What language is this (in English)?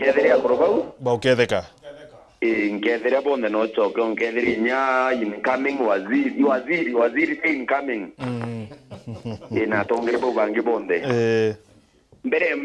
Meru